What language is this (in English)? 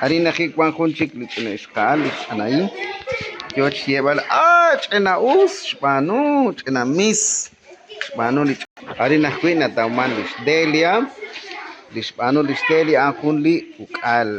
Kekchí